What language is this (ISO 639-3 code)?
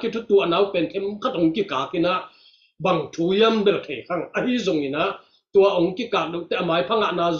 ctd